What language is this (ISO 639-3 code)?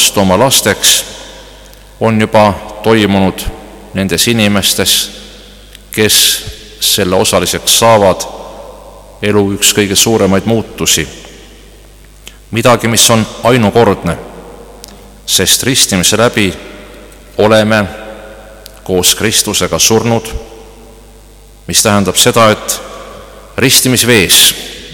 est